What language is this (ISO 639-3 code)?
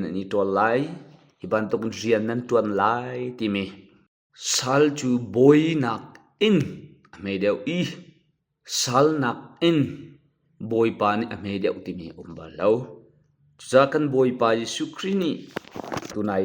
cnh